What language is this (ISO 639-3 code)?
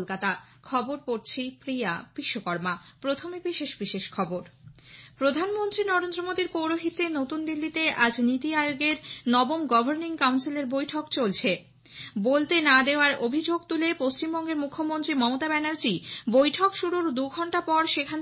ben